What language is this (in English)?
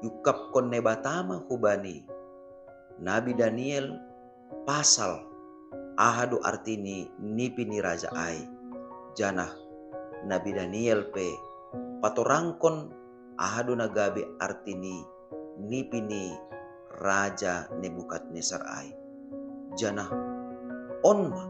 Batak Simalungun